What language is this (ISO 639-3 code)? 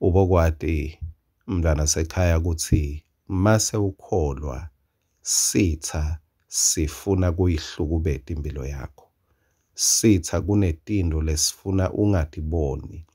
ssw